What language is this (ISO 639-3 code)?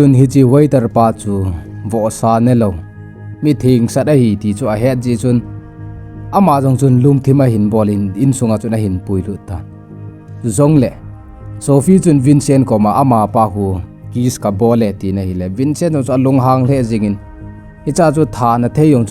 tcz